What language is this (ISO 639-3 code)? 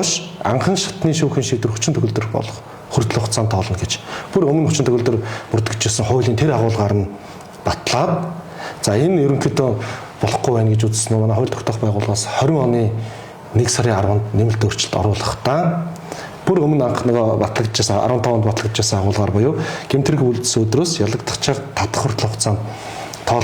mon